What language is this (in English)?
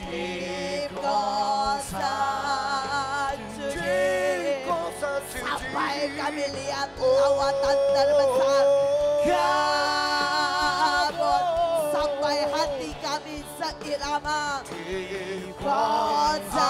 Indonesian